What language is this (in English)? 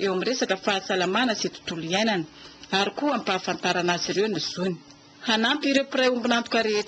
Malagasy